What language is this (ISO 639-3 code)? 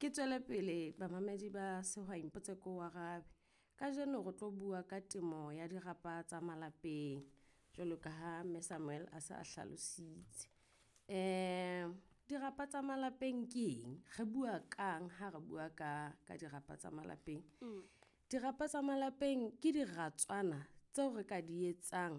sot